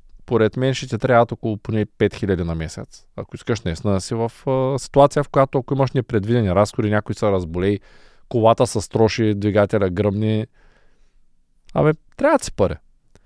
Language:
Bulgarian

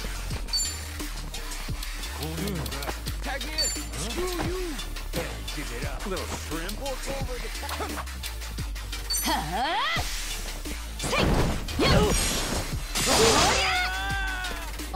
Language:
Japanese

